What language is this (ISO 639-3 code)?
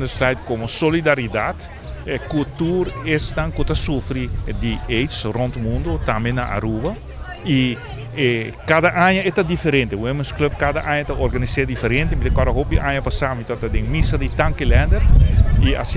pap